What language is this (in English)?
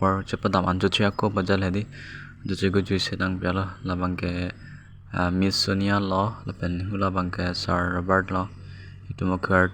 Karbi